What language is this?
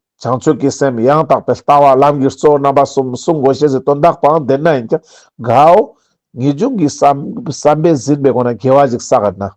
Ladakhi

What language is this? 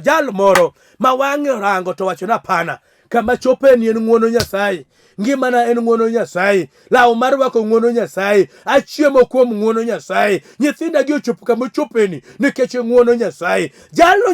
Luo (Kenya and Tanzania)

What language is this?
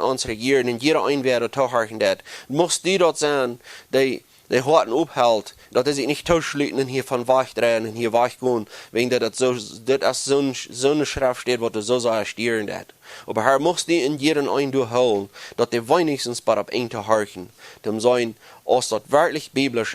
Plautdietsch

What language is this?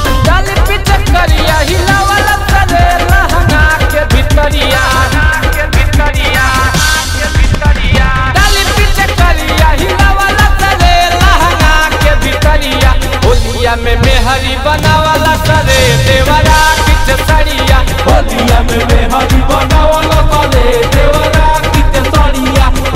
Bhojpuri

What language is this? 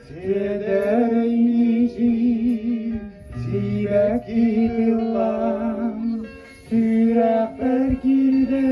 Yakut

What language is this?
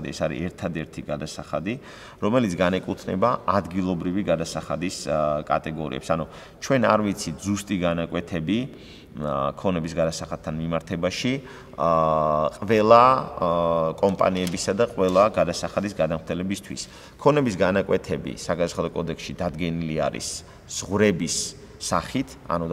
Georgian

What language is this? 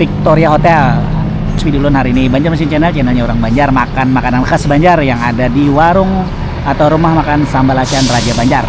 Banjar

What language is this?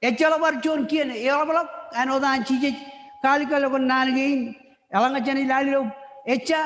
Marshallese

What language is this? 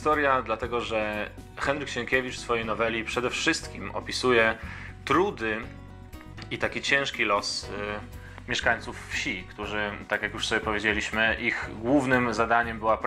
Polish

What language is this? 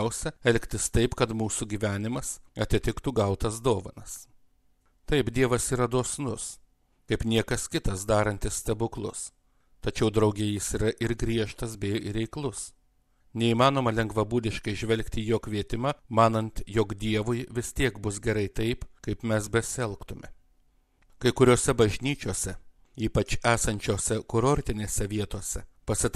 Lithuanian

